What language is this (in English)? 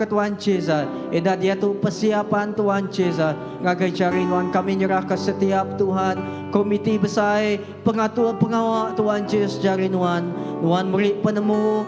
Iban